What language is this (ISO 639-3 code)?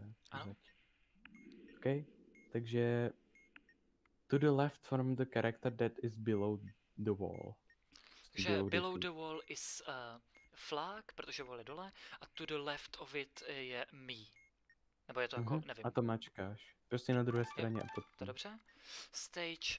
ces